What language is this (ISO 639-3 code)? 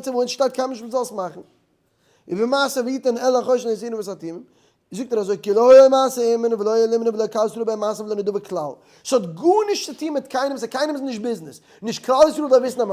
yid